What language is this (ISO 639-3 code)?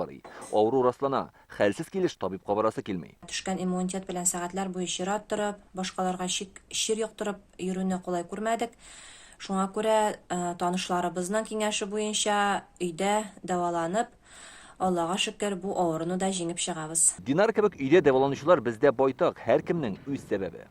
tat